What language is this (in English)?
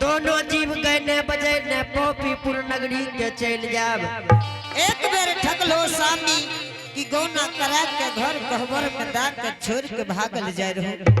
Angika